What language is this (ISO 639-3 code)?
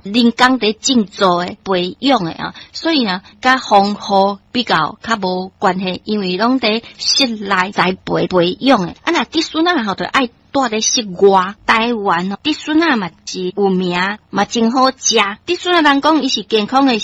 nan